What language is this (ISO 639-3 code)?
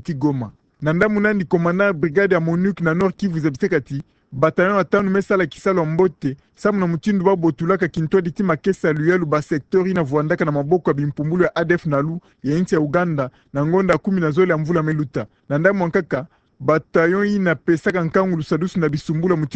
ktu